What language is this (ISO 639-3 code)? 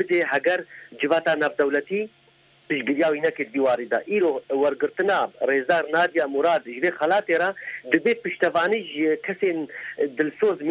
kur